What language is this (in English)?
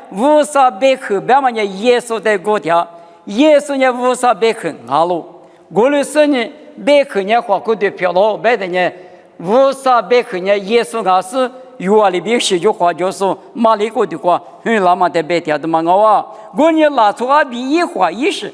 Lisu